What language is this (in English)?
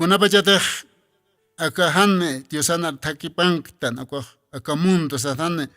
Aymara